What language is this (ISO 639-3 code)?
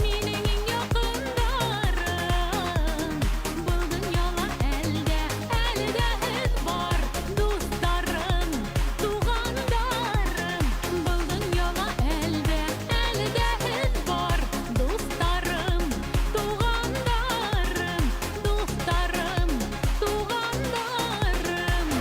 bak